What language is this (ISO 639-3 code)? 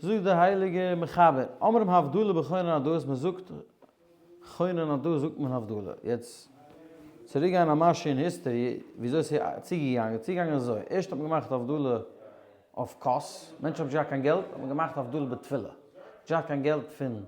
yid